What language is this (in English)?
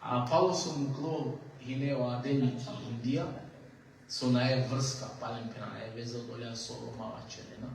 Balkan Romani